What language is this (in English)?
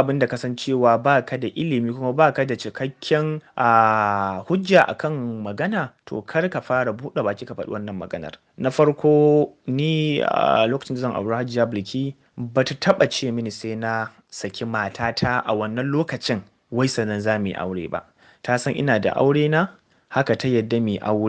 Hausa